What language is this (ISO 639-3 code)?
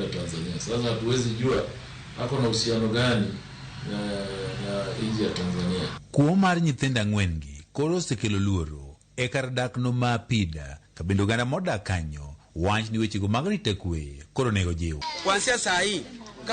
luo